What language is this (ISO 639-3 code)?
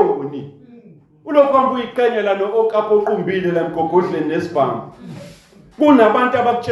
zul